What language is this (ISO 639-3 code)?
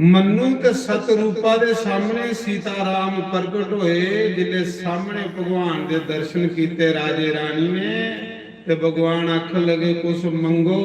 doi